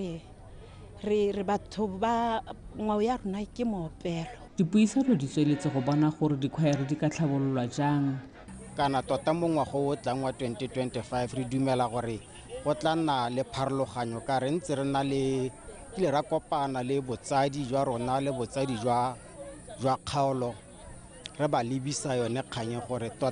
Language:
Tswana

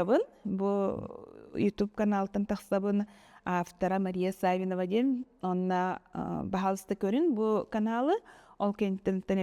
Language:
Yakut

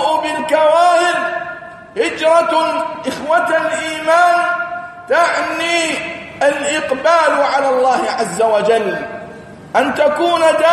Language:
Arabic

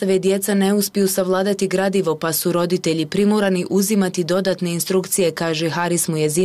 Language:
Bosnian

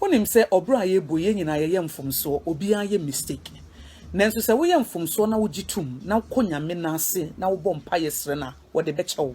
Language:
Akan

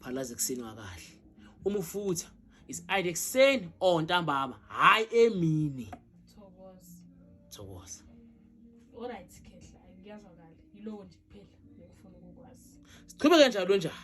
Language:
Zulu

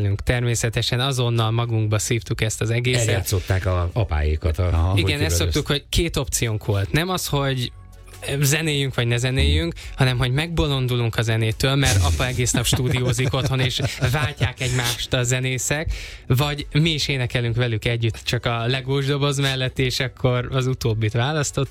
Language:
Hungarian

